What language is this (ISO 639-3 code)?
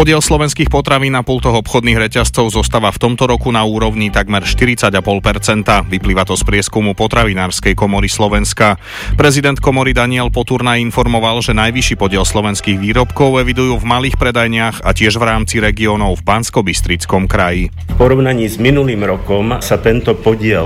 slk